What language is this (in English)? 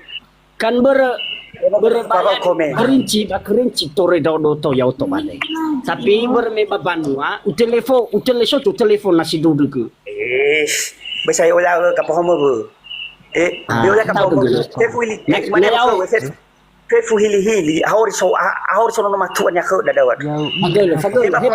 Nias